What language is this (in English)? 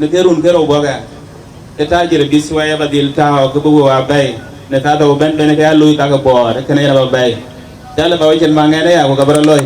Dinka